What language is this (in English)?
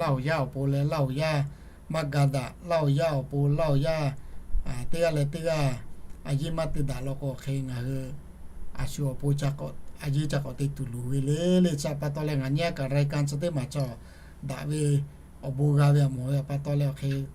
Lahu